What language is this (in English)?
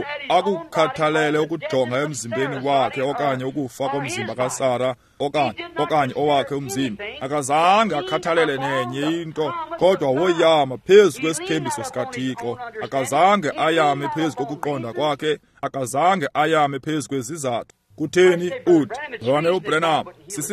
Xhosa